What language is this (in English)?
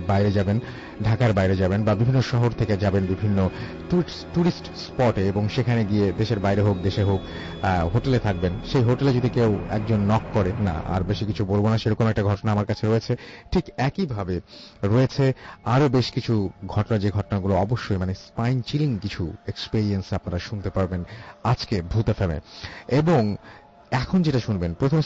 Bangla